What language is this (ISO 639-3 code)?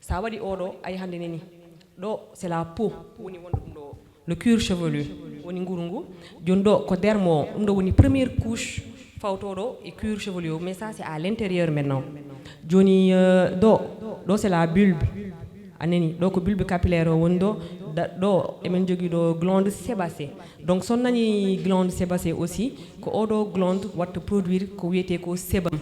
ful